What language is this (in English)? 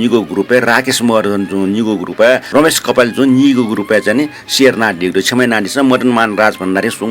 Newari